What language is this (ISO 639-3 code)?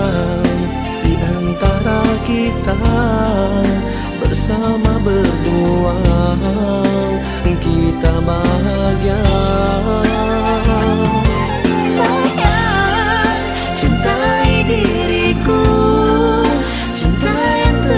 msa